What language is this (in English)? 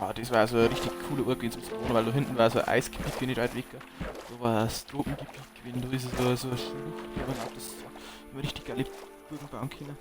Bavarian